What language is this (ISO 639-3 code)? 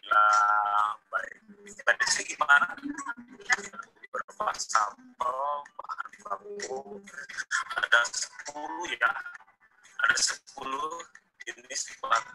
ind